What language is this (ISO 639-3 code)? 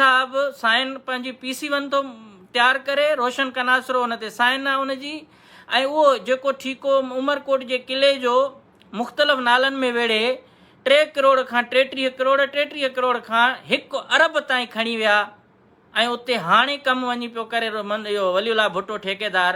snd